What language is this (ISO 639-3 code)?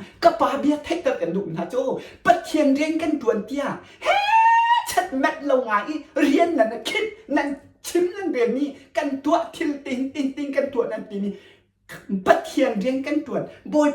cnh